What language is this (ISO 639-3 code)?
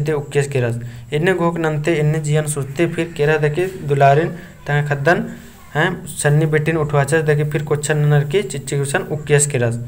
kru